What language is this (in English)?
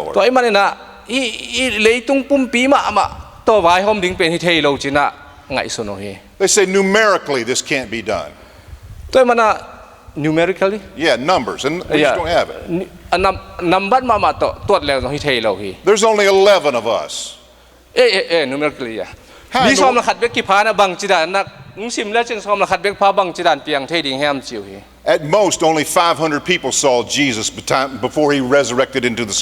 Tedim Chin